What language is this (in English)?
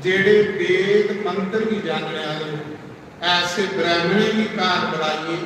Dogri